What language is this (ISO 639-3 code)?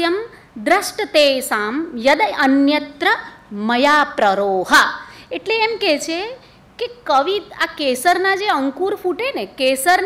guj